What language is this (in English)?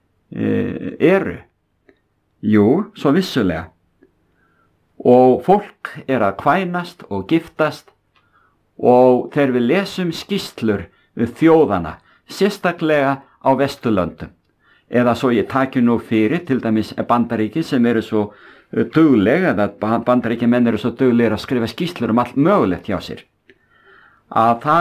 Icelandic